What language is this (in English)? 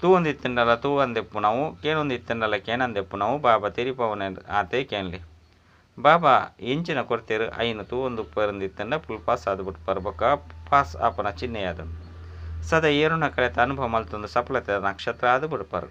Tulu